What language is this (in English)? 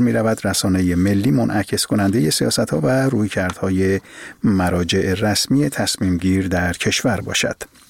Persian